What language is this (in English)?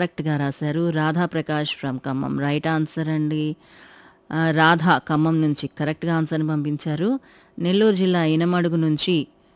Telugu